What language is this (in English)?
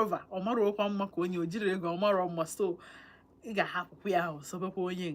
Igbo